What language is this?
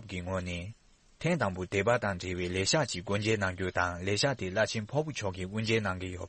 Tibetan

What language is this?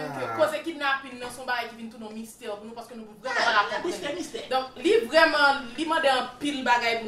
Haitian Creole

